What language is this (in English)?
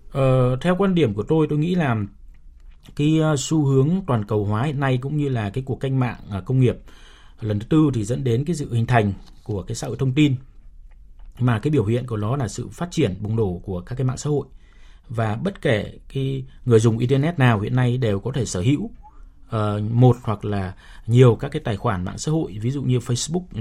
Vietnamese